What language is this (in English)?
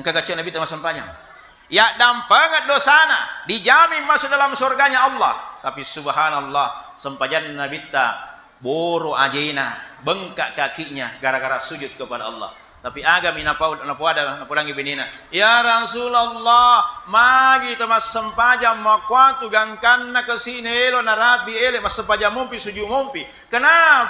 Buginese